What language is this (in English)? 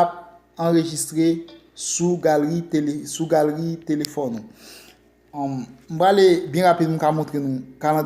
Haitian Creole